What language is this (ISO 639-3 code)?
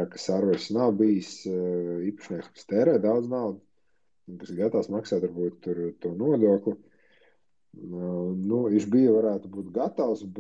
lav